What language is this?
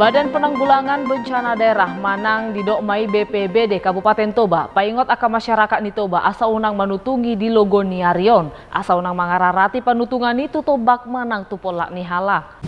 Batak Toba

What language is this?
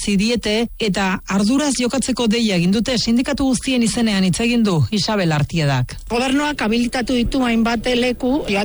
Basque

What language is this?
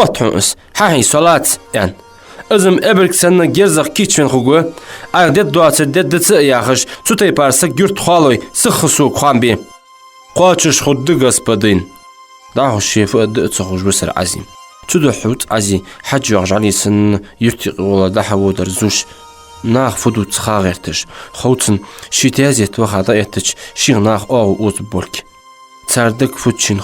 Ingush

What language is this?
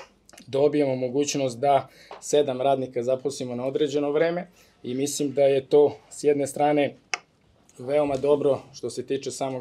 Serbian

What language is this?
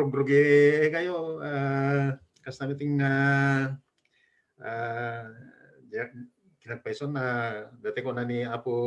Iloko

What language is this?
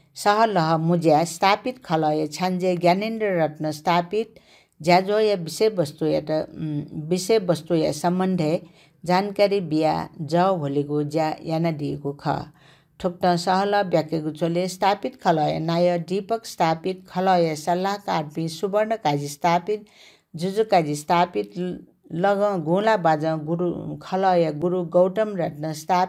Newari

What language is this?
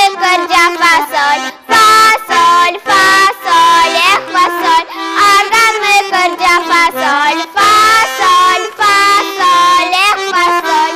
Udmurt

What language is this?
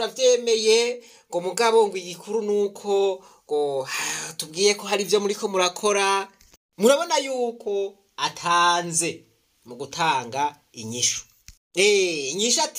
Rundi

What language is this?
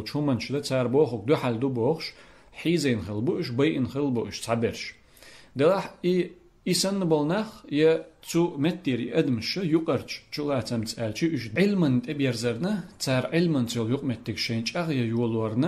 Chechen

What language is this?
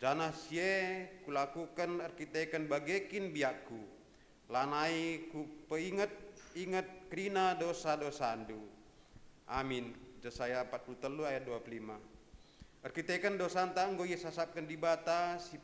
Batak Karo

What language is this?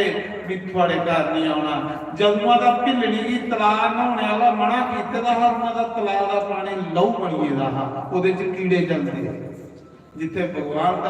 Dogri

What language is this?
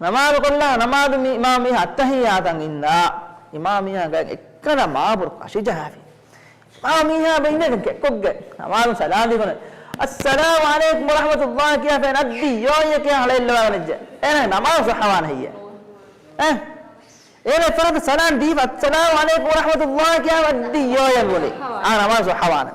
Divehi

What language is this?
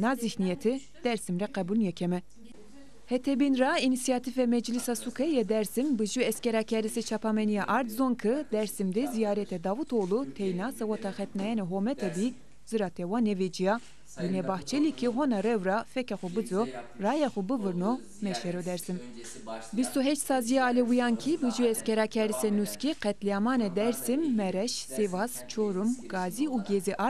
Zaza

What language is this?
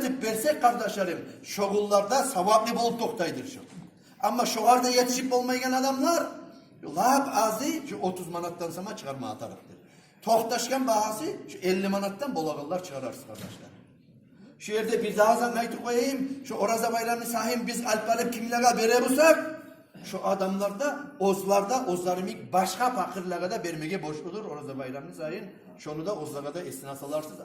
Kumyk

